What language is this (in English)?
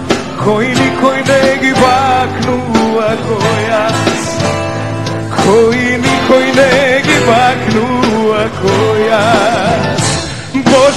Macedonian